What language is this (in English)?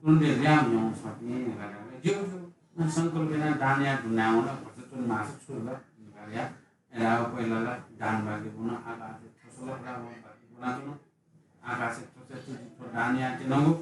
Newari